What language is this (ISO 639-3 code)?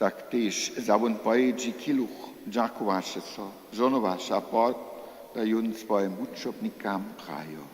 hsb